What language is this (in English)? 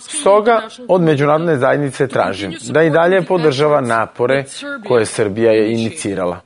Serbian